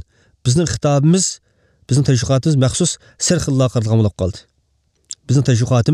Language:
Uyghur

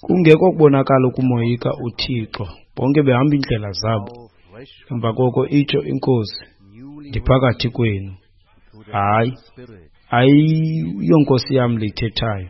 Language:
Xhosa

